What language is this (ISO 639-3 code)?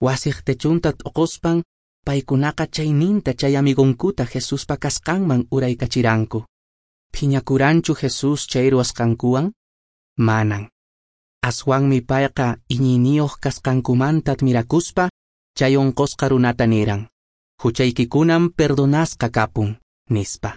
que